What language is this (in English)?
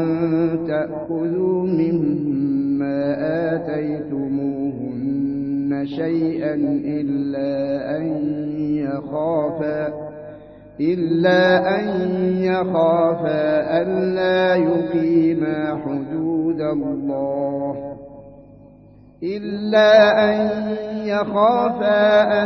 Arabic